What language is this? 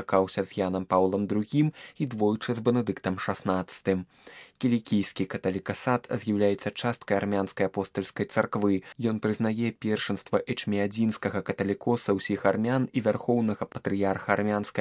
Belarusian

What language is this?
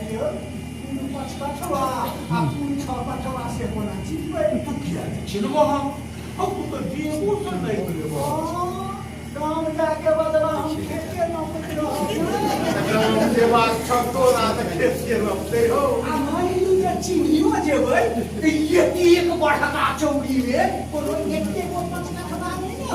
Maithili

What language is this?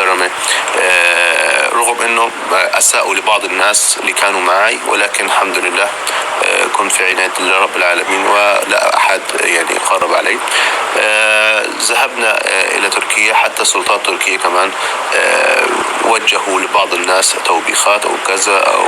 North Levantine Arabic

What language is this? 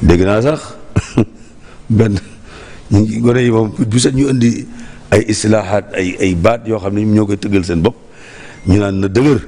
Wolof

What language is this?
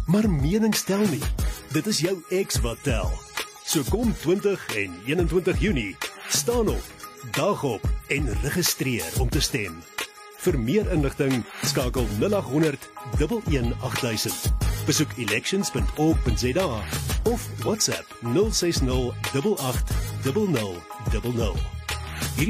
Afrikaans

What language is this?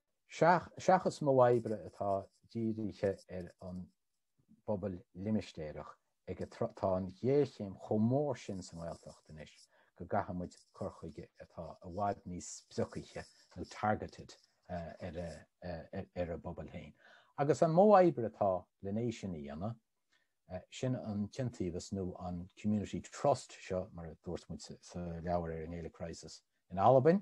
Irish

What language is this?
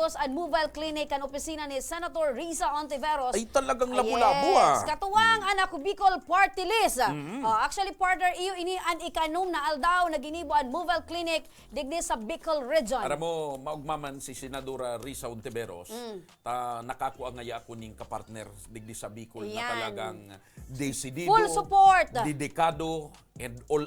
Bikol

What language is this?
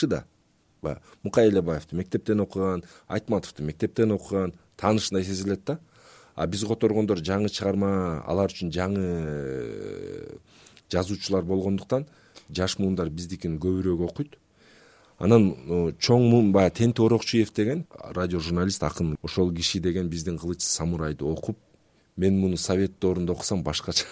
Kyrgyz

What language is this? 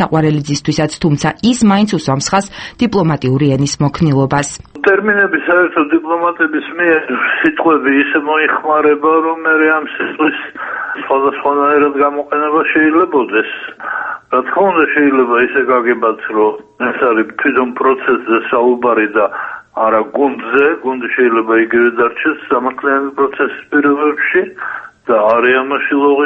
Georgian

